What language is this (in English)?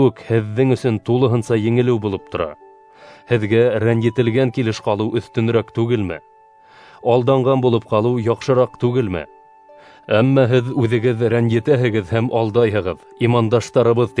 Bashkir